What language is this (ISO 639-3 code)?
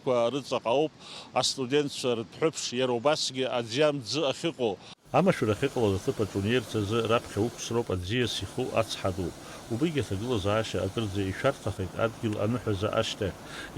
abk